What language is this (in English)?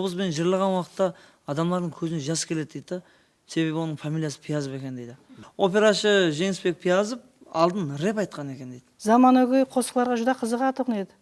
Kara-Kalpak